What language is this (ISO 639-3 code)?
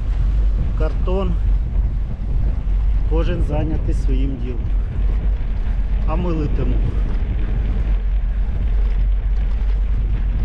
ukr